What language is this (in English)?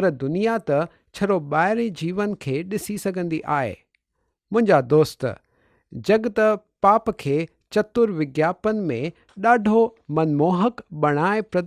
Sindhi